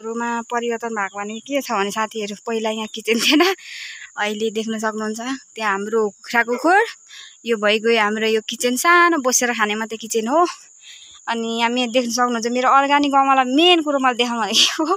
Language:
Nepali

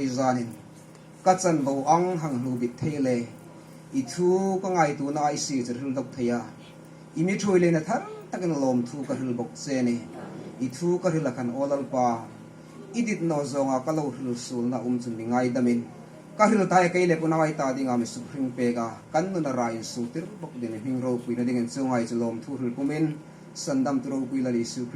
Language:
Hmar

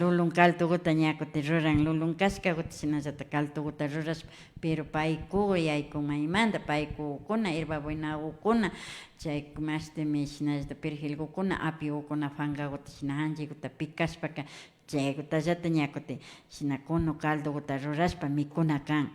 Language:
Imbabura Highland Quichua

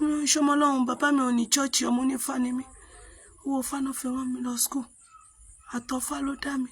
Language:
Yoruba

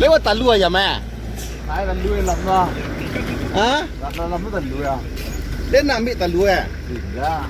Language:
Minangkabau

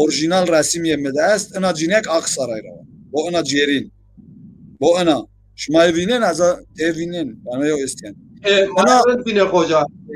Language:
Zaza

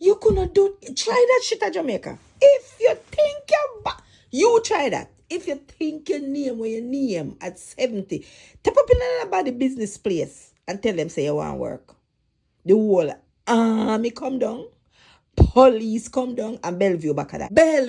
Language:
Jamaican Creole English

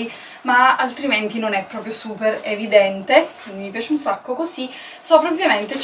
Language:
Italian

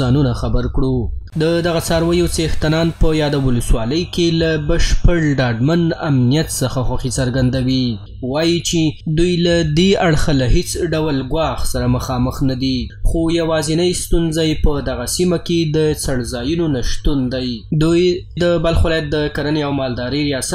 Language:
Pashto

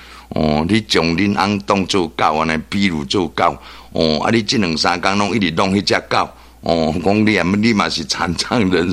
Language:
Min Nan Chinese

